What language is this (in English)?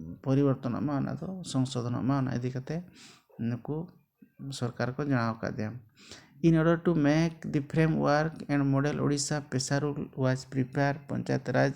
Santali